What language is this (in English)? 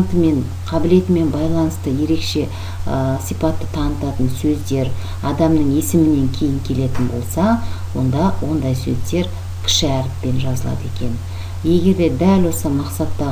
Kazakh